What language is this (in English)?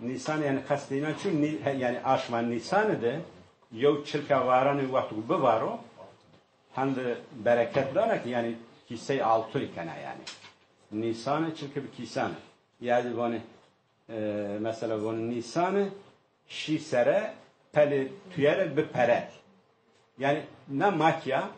Zaza